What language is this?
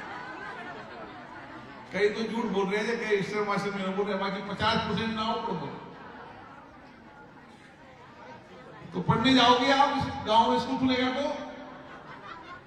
Hindi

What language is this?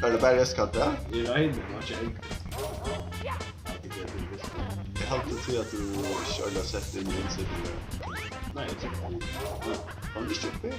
Faroese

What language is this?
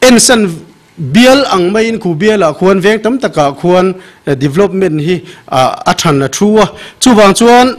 Mizo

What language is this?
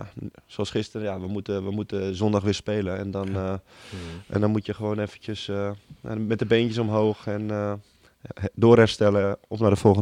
Dutch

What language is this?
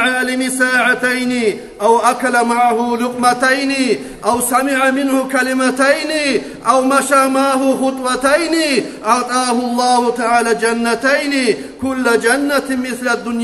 Kumyk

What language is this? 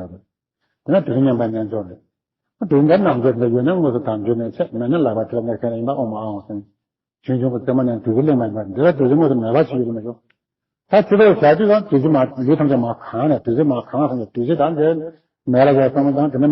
Tibetan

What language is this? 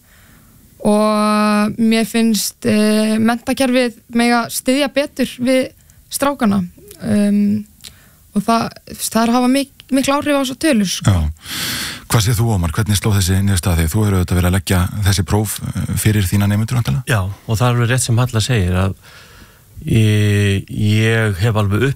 Icelandic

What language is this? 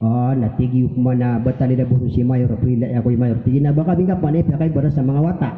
Maranao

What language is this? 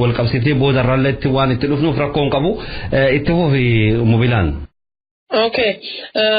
Oromo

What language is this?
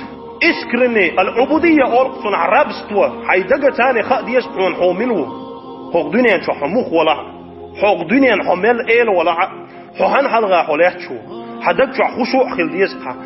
Chechen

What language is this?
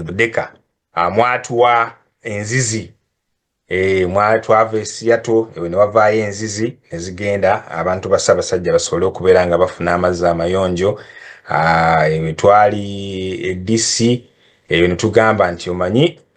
Ganda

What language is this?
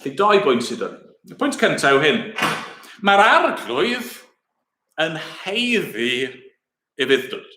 Welsh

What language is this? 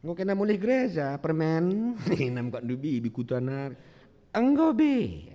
Batak Karo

